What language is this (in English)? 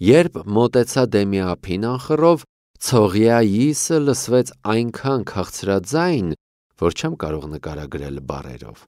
Armenian